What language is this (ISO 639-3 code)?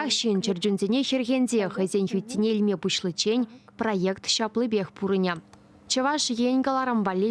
chv